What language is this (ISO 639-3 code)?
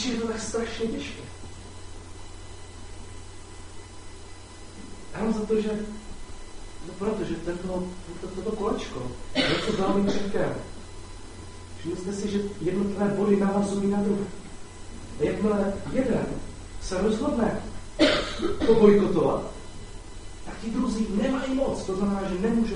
ces